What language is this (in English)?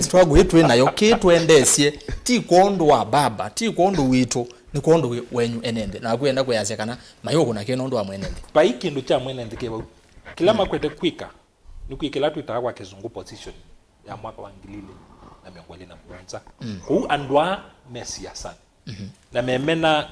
Kamba